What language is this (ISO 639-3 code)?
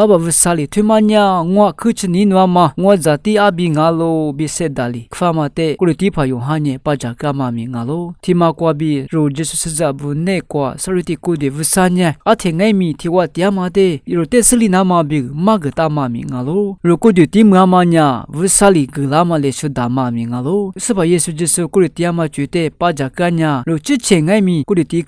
lis